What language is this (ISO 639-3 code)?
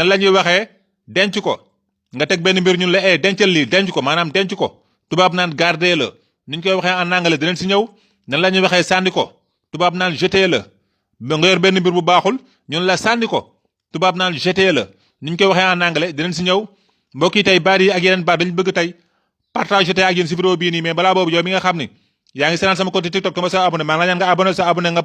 wol